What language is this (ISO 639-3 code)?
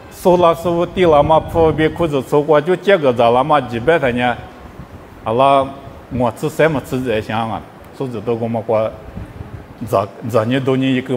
lis